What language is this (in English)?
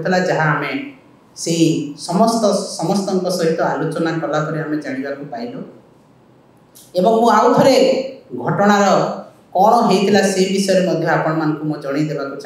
Odia